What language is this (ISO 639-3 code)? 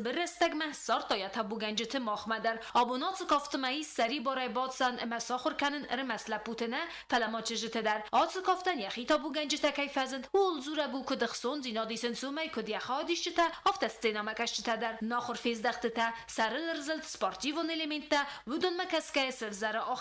oss